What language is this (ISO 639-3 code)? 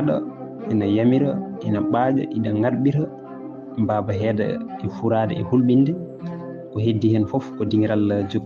ful